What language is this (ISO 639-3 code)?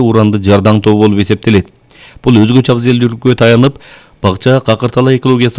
kir